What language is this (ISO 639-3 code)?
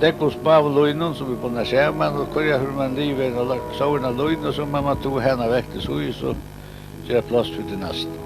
fao